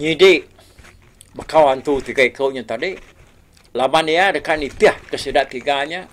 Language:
Iban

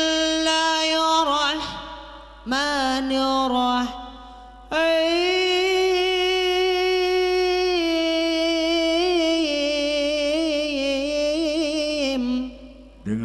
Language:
Betawi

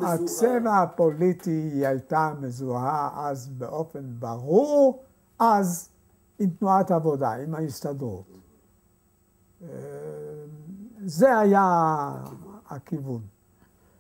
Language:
Hebrew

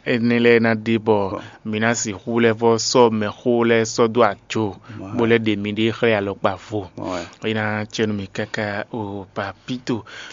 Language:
Fon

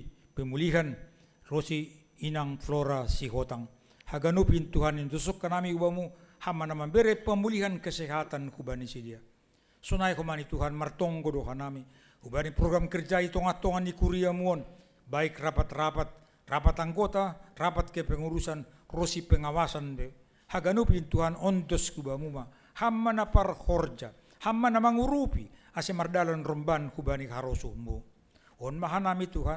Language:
Batak Simalungun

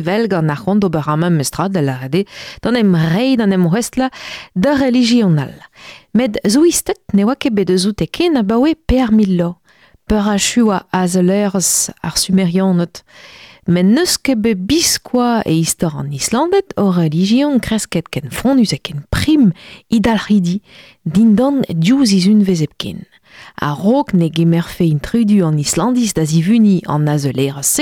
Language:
Breton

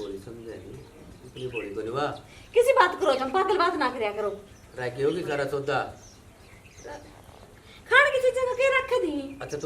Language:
Haryanvi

